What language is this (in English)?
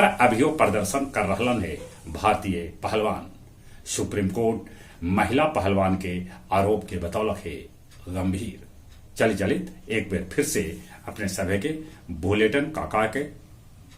Magahi